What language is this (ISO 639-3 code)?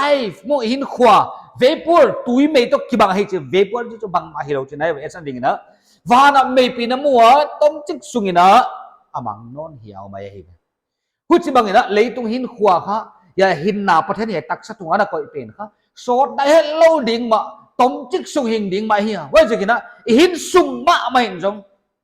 pck